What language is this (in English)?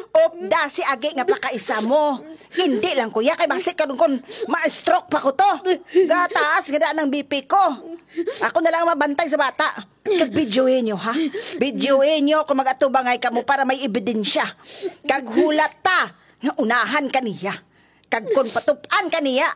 Hiligaynon